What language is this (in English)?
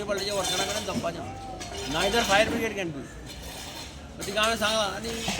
Konkani